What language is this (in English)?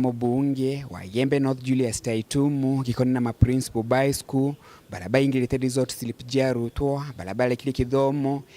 Meru